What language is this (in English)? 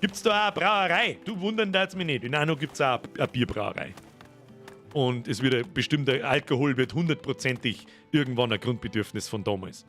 Bavarian